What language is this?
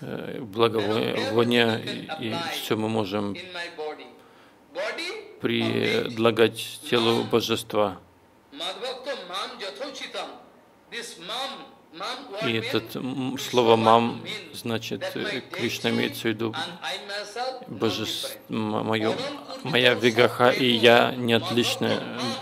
Russian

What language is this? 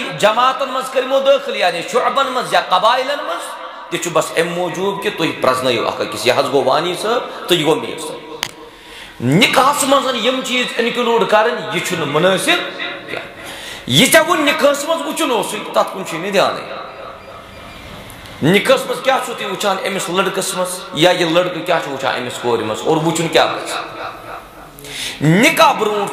Kashmiri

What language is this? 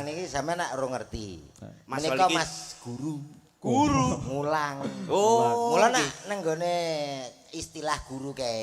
Javanese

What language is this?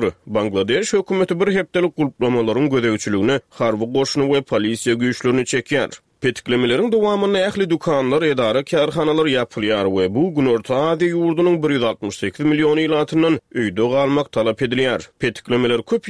Turkmen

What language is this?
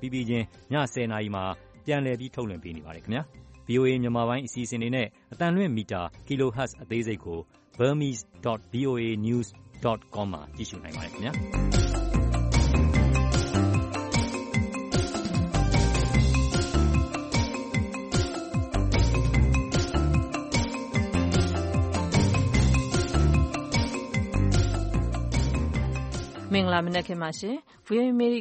Burmese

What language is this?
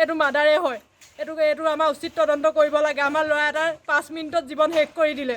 Assamese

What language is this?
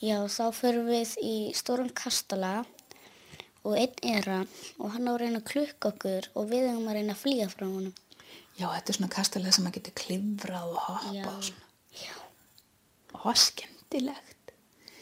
Icelandic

